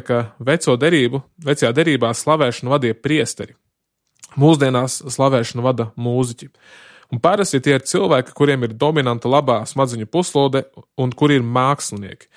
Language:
Latvian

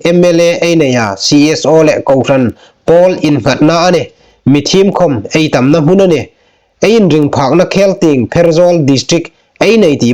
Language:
Hmar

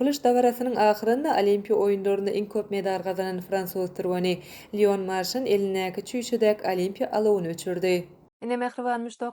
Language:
Turkmen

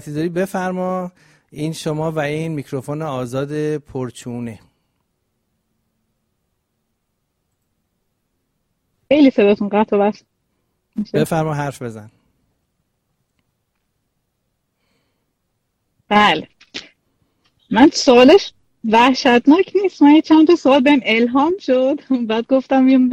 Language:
Persian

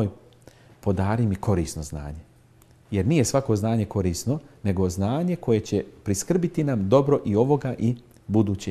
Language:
Bosnian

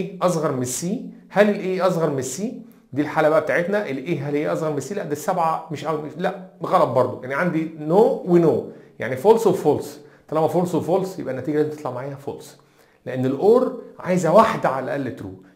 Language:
Egyptian Arabic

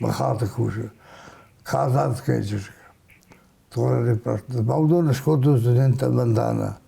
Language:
Ossetic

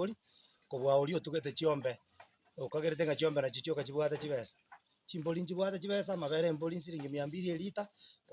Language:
Gusii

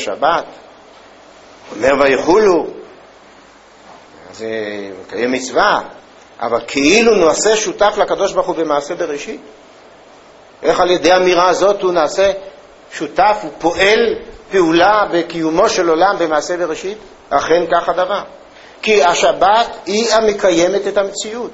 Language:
Hebrew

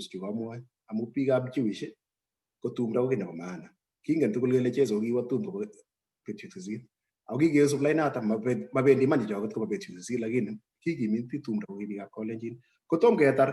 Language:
Kalenjin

